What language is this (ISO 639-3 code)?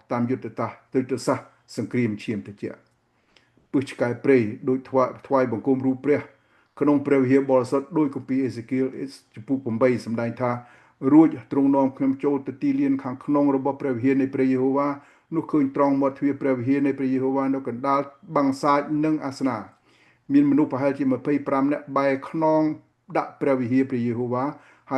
khm